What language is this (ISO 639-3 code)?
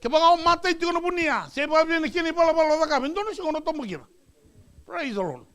fij